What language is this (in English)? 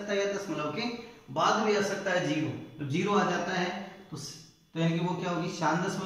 Hindi